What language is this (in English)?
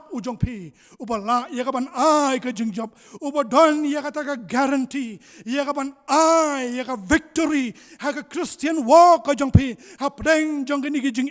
Khasi